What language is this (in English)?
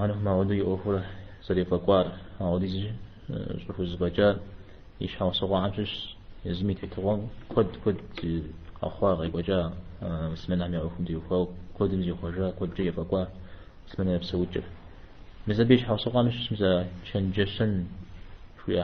Kabardian